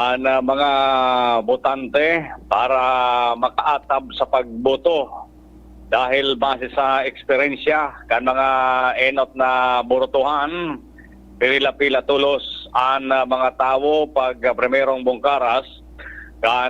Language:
Bikol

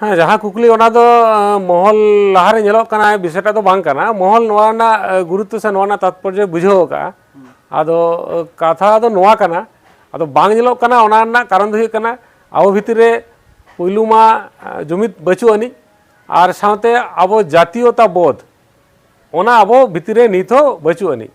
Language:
Santali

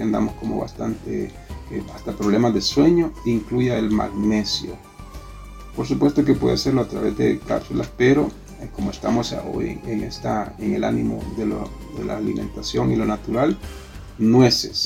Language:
Spanish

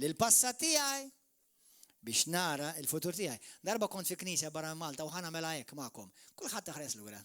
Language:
Maltese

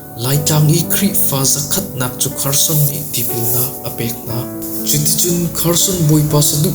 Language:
Hakha Chin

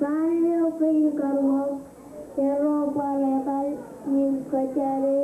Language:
Marshallese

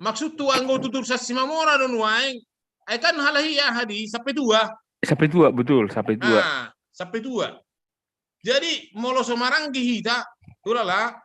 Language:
Batak Toba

